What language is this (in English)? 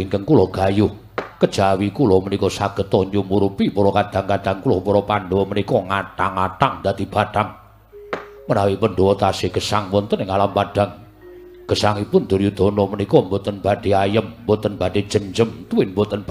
Javanese